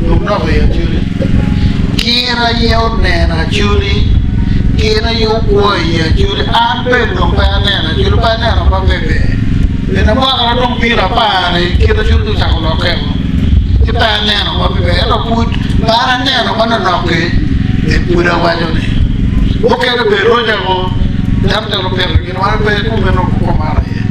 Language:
Acoli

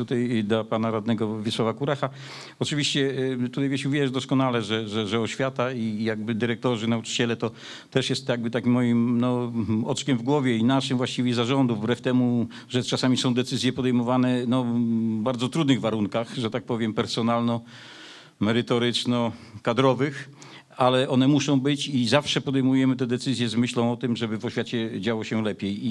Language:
Polish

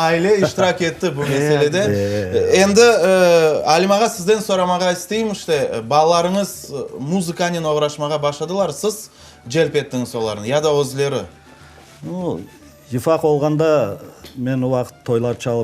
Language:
Crimean Tatar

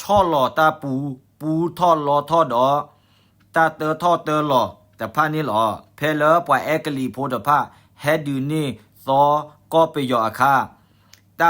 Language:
S'gaw Karen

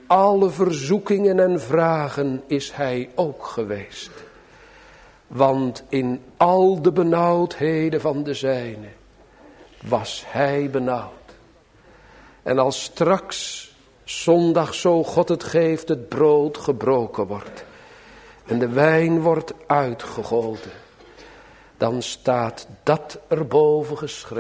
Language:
Dutch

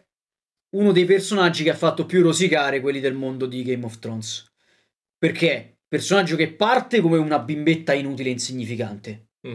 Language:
Italian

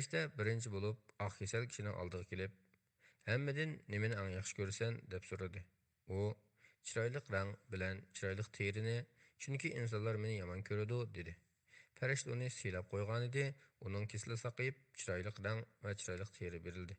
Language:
Uyghur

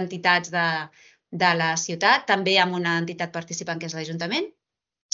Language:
Catalan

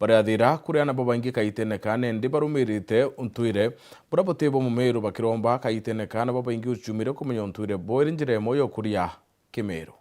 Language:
Meru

